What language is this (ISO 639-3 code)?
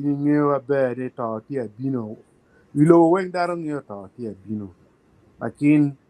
ach